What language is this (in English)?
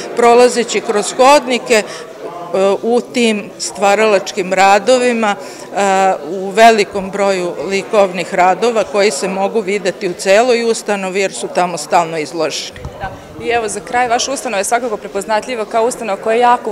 Serbian